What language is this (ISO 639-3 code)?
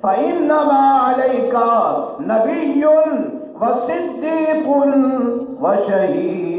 skr